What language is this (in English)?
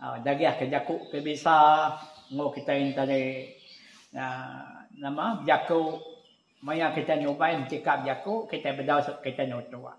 Iban